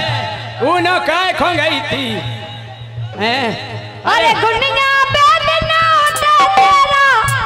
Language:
Bundeli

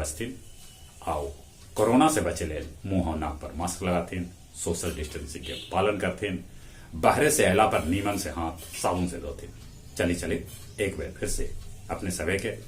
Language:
Magahi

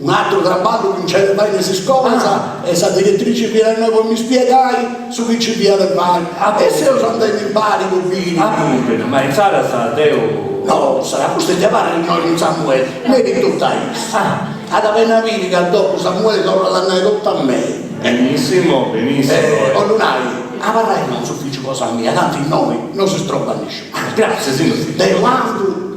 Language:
Sardinian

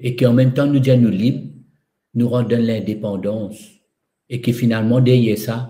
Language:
Morisyen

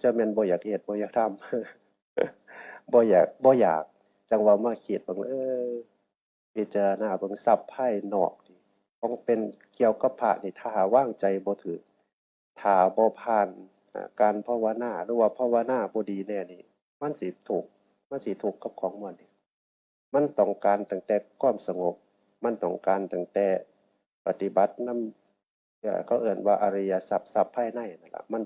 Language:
Northeastern Thai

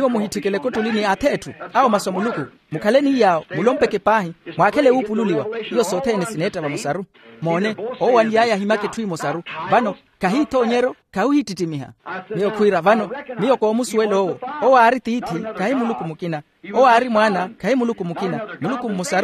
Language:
Makhuwa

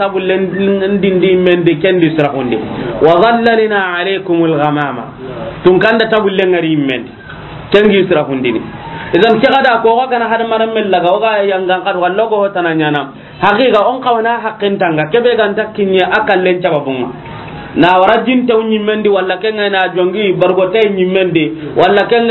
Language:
Soninke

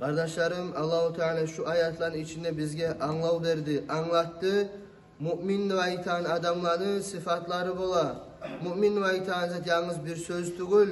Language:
Kumyk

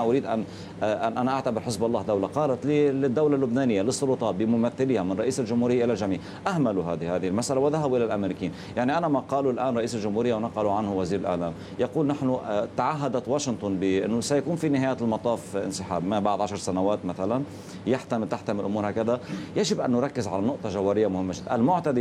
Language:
Arabic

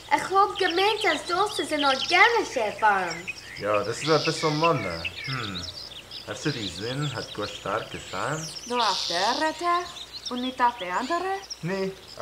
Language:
Yiddish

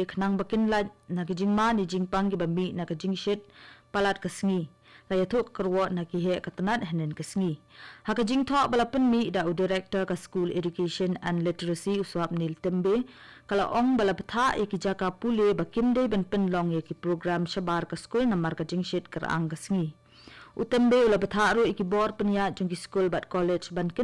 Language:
Khasi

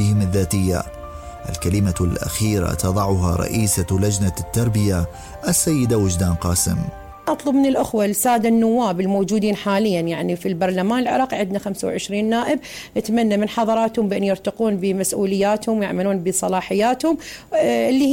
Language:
Mesopotamian Arabic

